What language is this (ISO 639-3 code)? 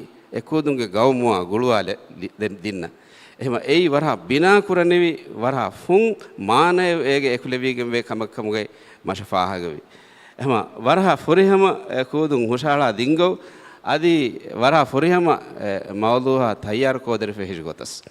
div